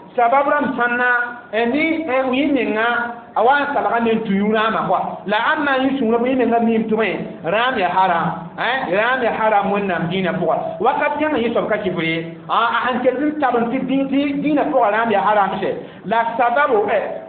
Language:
Mossi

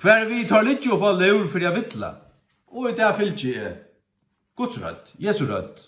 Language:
Faroese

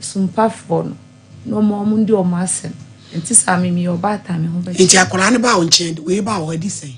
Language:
Akan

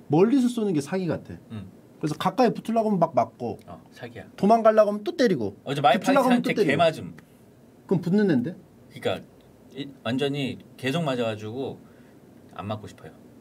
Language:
Korean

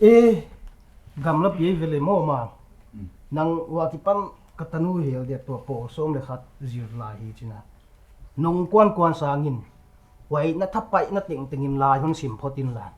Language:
Paite Chin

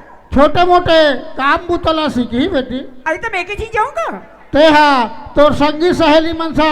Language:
Chhattisgarhi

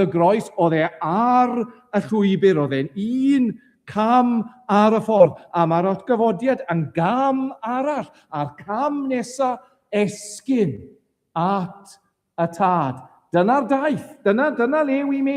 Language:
Welsh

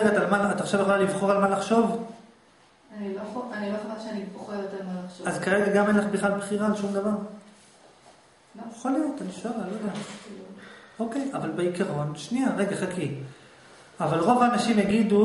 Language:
Hebrew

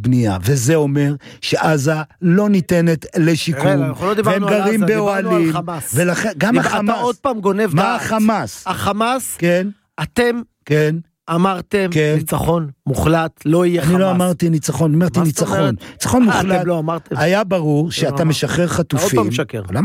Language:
Hebrew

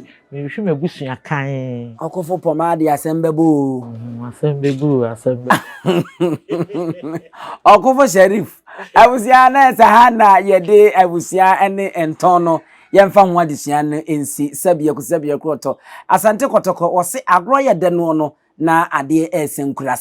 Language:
Akan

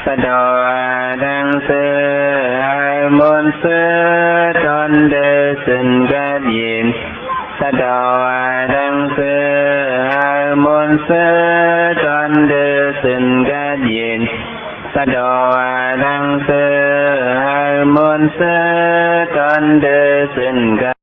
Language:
Shan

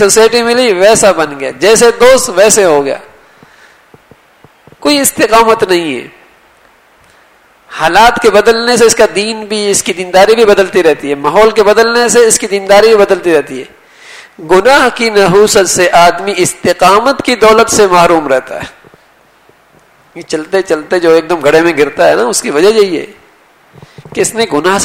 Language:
Urdu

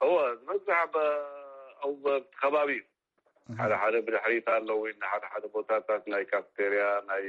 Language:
Tigrinya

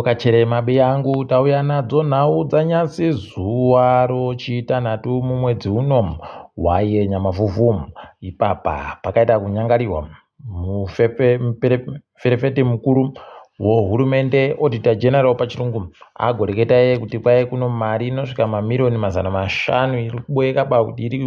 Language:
Ndau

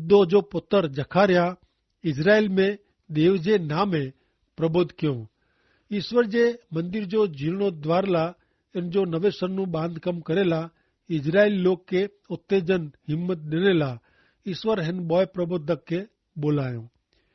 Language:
Kachhi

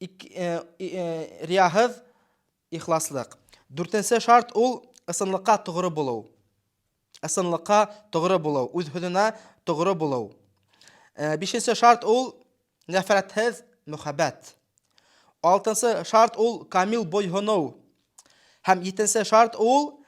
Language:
Bashkir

